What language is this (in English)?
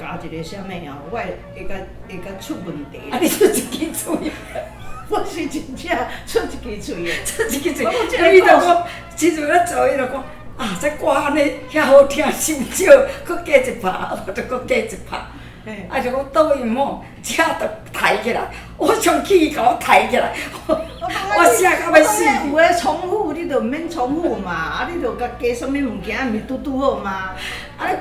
Min Nan Chinese